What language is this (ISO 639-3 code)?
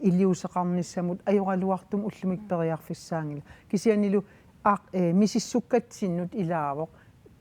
kal